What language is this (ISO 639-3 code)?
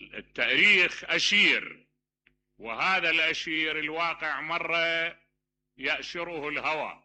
acm